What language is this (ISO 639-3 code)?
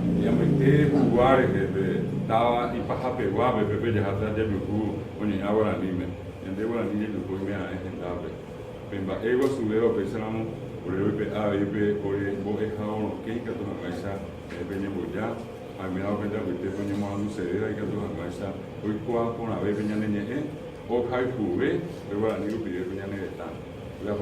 grn